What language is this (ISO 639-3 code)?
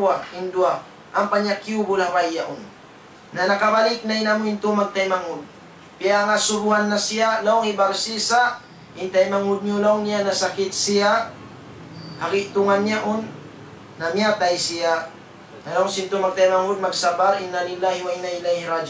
tsg